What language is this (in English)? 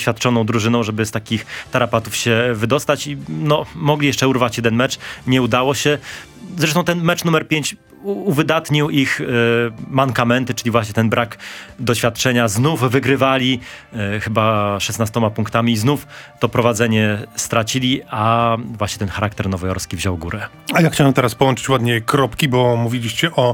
Polish